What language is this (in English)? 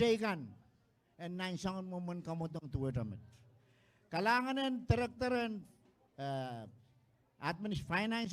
Pohnpeian